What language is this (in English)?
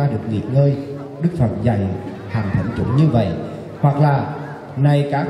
Vietnamese